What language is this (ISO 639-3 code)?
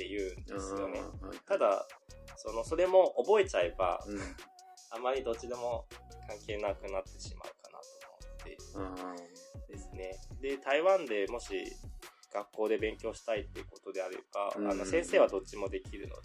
jpn